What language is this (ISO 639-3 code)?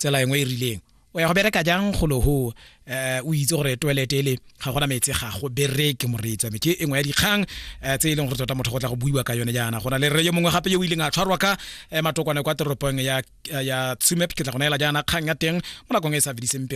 tsn